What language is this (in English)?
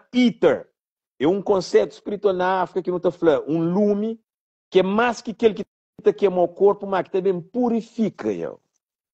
Kabuverdianu